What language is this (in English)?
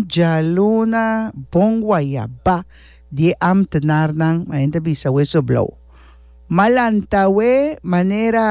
Papiamento